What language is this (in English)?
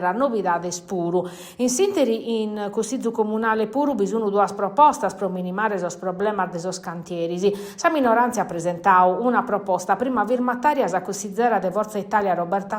Sardinian